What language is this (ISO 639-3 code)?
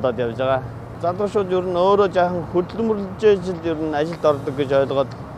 mon